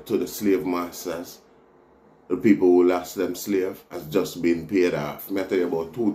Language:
Jamaican Creole English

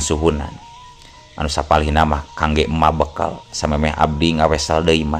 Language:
Sundanese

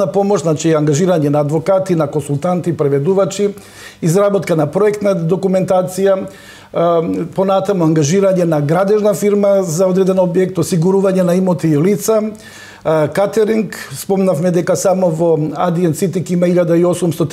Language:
Macedonian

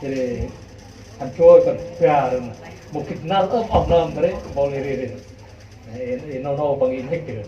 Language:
Central Mnong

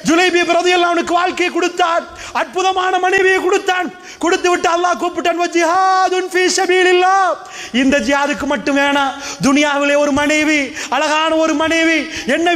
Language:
Tamil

